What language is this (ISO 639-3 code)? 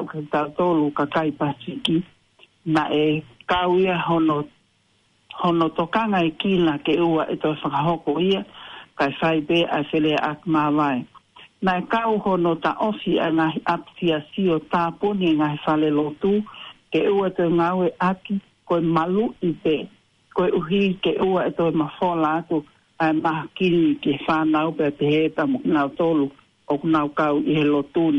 ton